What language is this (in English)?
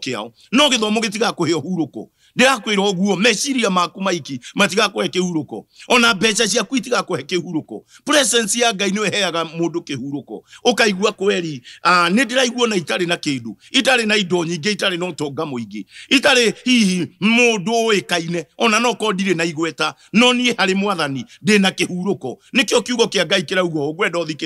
Kikuyu